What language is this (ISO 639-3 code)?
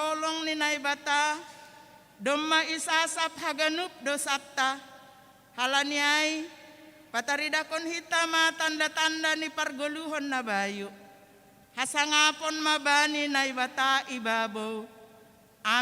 bts